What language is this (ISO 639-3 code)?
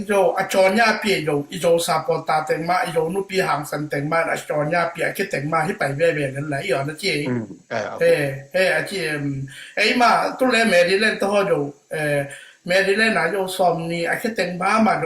ctd